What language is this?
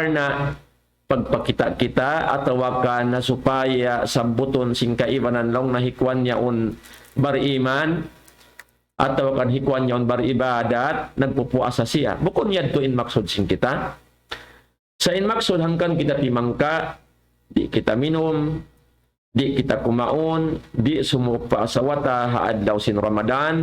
Tausug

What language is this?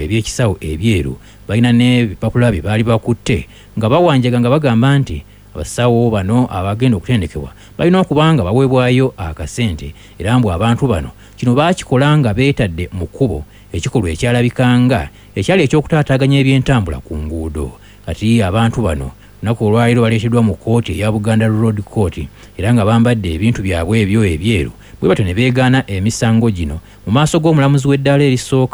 Ganda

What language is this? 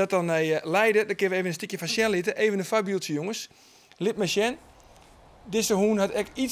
Western Frisian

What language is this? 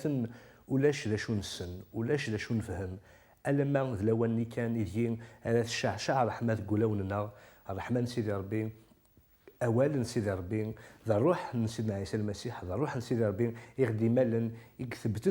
Kabyle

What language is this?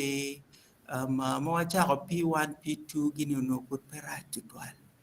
Acoli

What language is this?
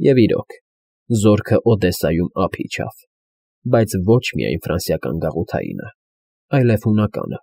Armenian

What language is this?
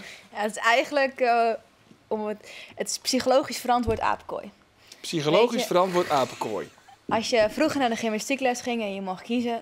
Western Frisian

